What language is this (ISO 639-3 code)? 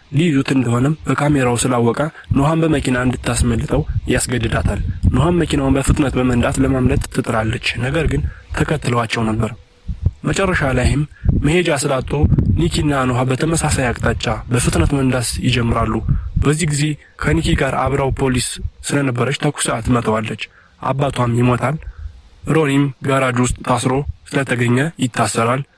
amh